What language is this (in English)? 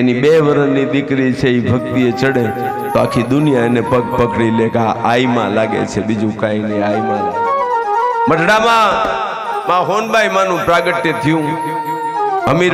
Gujarati